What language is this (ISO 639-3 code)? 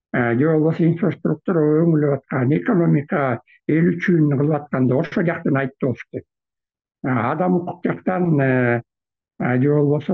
kir